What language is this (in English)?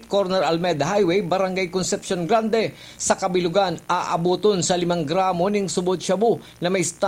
Bikol